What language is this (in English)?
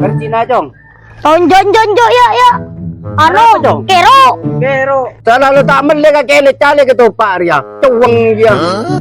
Madurese